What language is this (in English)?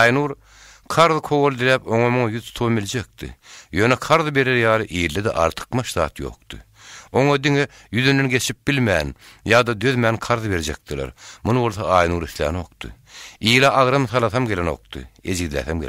Turkmen